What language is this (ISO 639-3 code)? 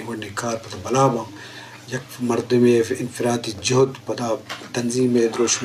bgp